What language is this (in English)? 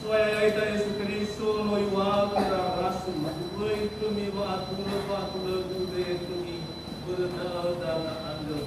Nias